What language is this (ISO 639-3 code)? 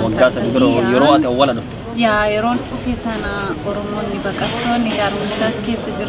orm